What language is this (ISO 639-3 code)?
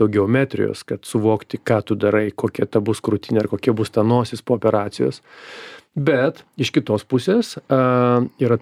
lit